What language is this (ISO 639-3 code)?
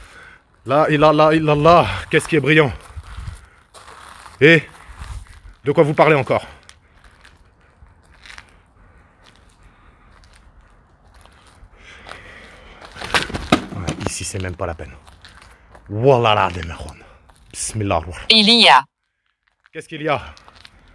fra